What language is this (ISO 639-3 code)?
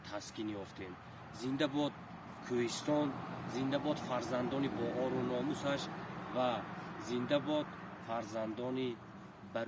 tgk